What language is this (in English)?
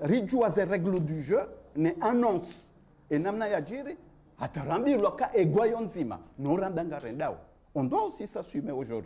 Ngazidja Comorian